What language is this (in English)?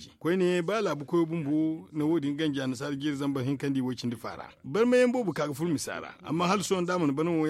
Zarma